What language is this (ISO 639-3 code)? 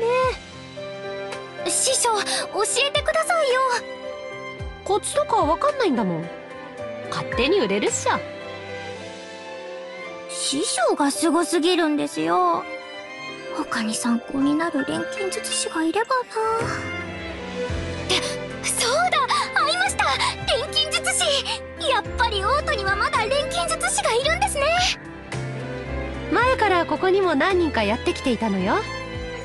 jpn